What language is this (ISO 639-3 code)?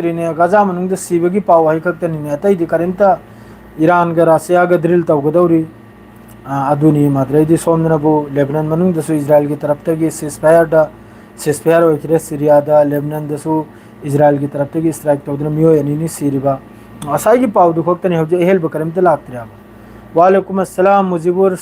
mni